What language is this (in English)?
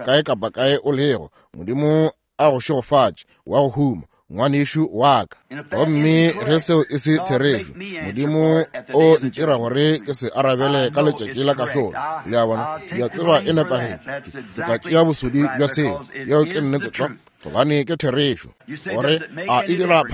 Northern Sotho